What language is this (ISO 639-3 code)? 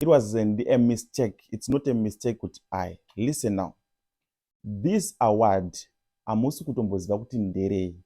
sna